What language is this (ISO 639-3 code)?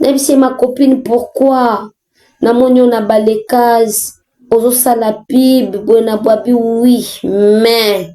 lin